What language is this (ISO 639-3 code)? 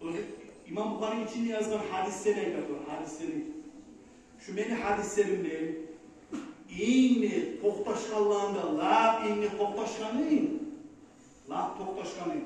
kum